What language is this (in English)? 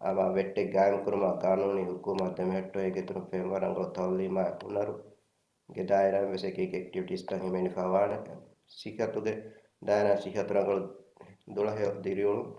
Divehi